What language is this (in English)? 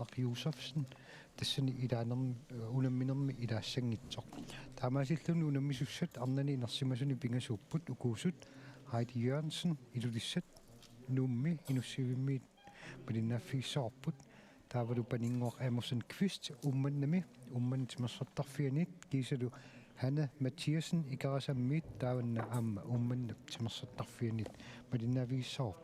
Kalaallisut